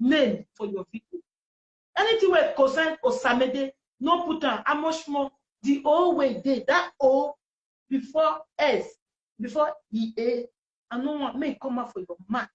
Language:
Nigerian Pidgin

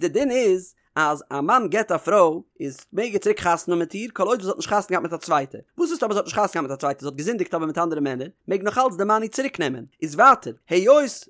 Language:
Yiddish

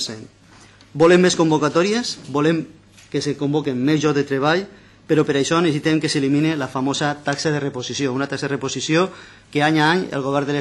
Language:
Catalan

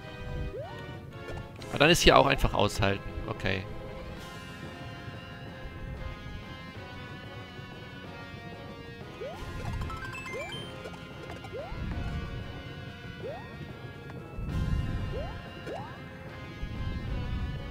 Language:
German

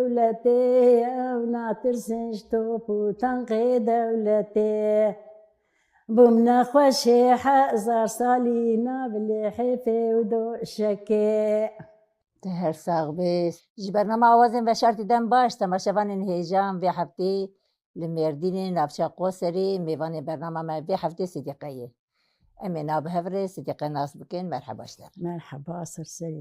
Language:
Kurdish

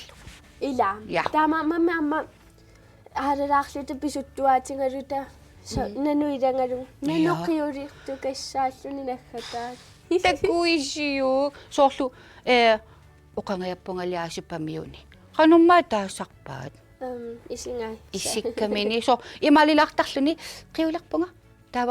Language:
Kalaallisut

